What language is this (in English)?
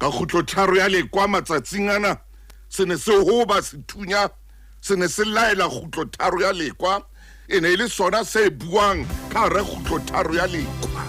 Southern Sotho